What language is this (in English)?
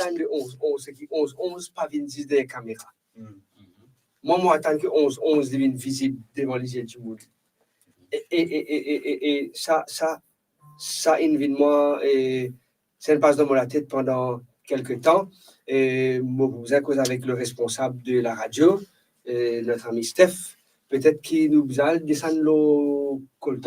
Morisyen